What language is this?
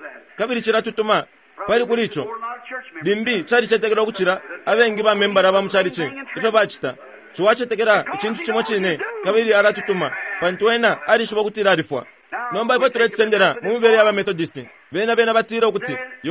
Bemba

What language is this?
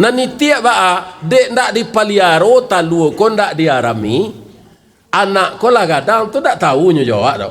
Minangkabau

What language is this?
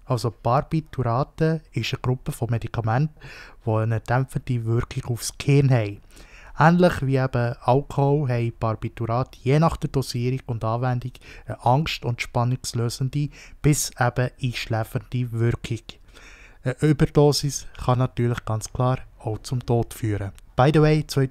Swiss German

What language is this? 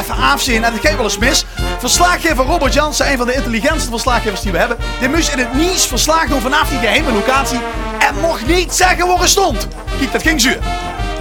Limburgish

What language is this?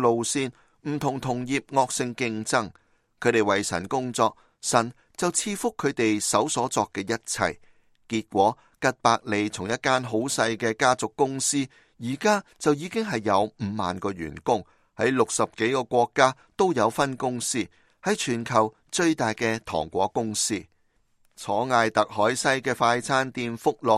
Cantonese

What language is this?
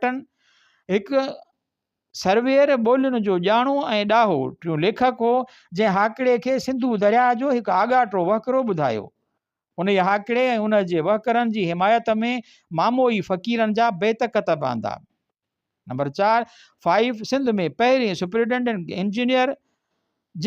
Sindhi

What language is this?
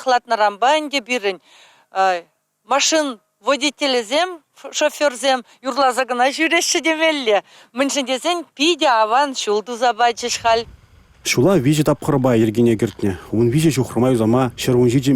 Chuvash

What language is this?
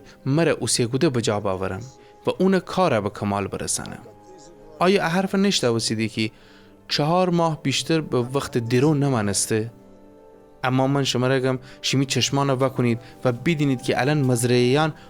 Gilaki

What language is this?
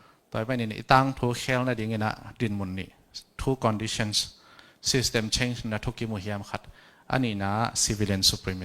Tedim Chin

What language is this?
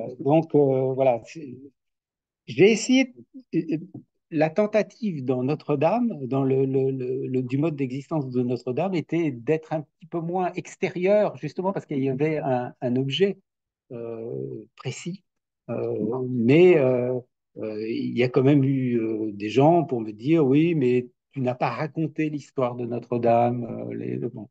French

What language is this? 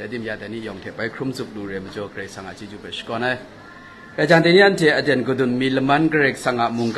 Kachin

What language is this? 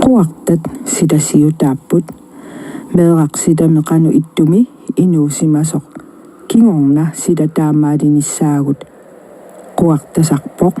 Kalaallisut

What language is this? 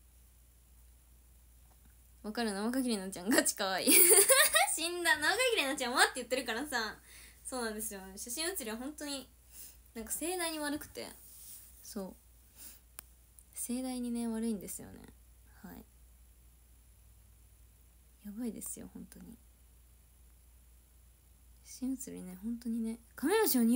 Japanese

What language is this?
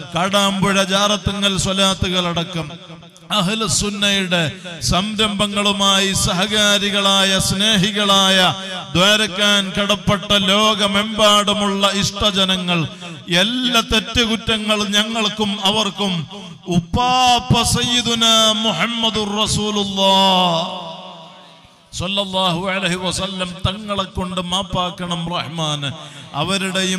Malayalam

